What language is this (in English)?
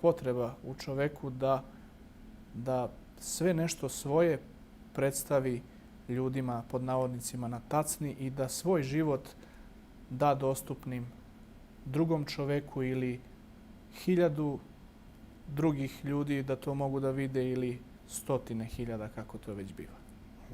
Bosnian